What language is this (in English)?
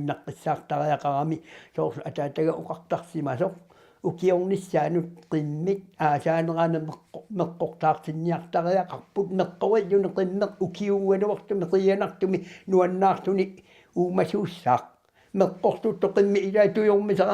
Kalaallisut